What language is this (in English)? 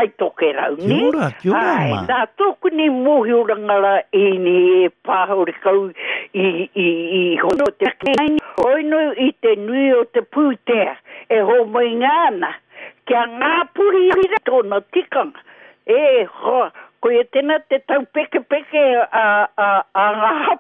Māori